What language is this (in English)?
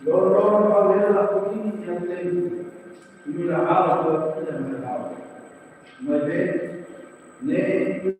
Tetum